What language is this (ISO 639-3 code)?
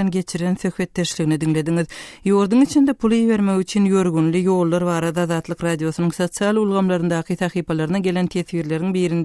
tuk